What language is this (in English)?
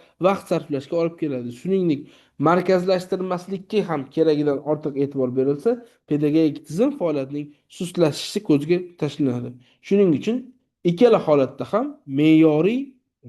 Uzbek